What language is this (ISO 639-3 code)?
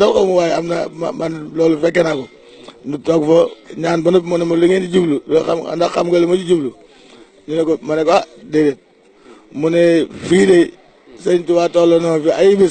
wol